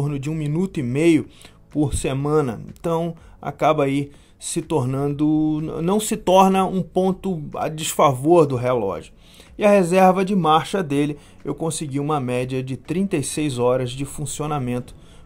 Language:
Portuguese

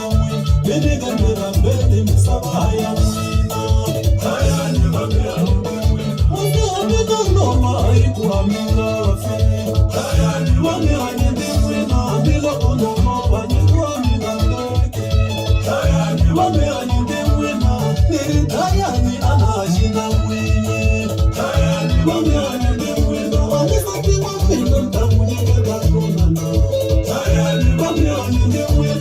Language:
Tsonga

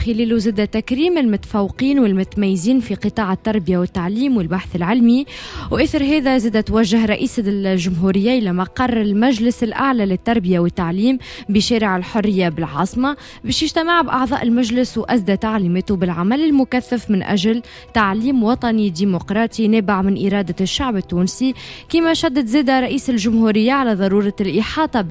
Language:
Tunisian Arabic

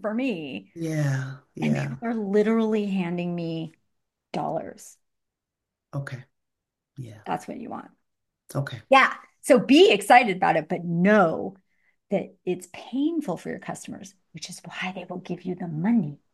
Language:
English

